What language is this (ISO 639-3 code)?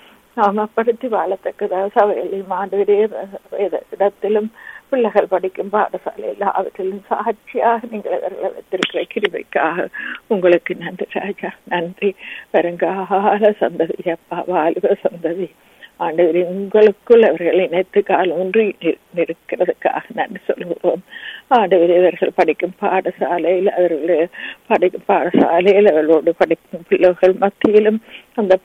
tam